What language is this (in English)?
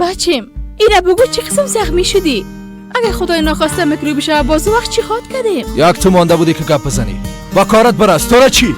Persian